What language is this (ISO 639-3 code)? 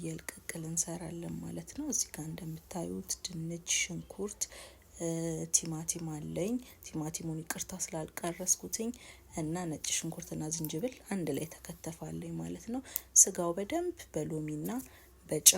amh